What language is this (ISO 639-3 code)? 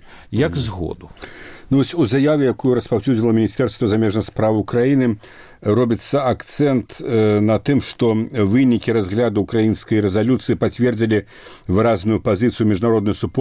bel